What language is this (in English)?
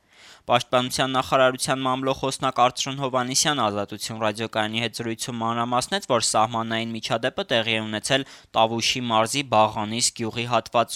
Armenian